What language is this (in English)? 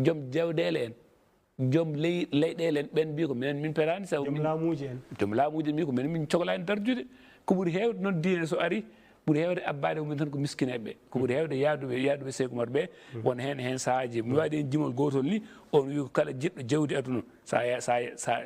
Fula